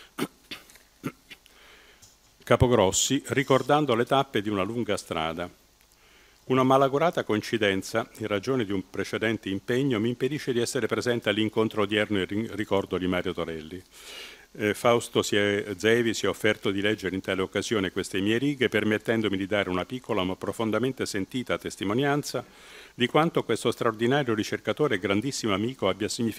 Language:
Italian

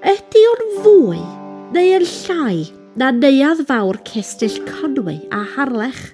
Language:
Welsh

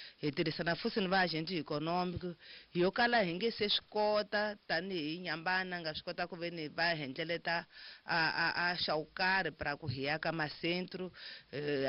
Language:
Tsonga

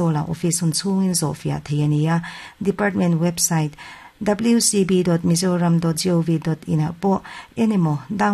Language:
Mizo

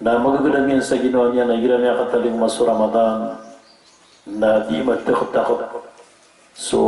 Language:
Maranao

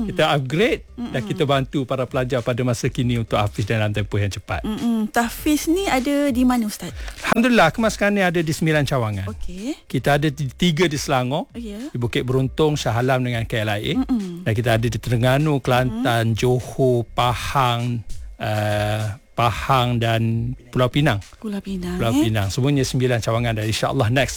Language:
Malay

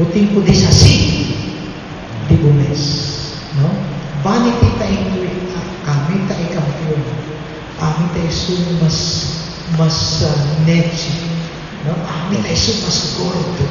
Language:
Papiamento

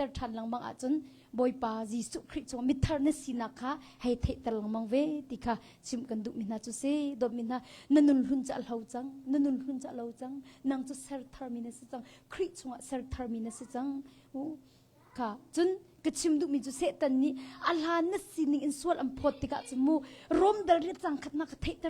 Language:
Hakha Chin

